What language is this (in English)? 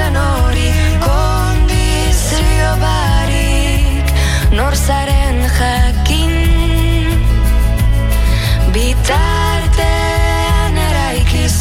Basque